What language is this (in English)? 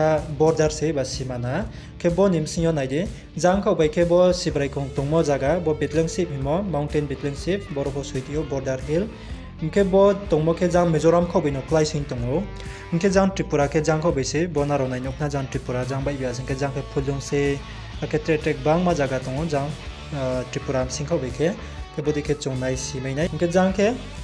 Riang (India)